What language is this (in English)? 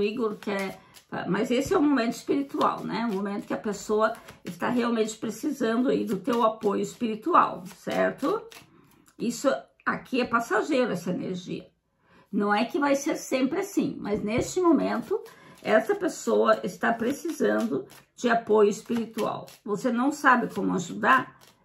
Portuguese